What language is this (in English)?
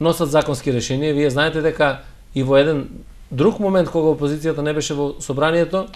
Macedonian